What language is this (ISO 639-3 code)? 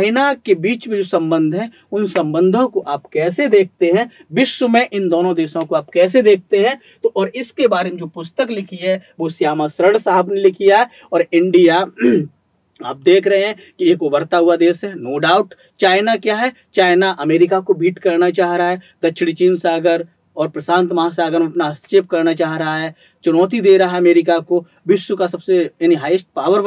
hin